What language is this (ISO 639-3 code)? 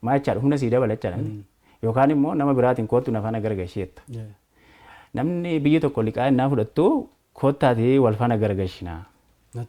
orm